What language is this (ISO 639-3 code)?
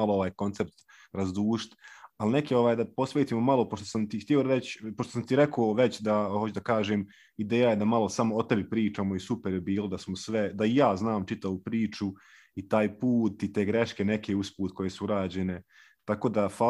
srp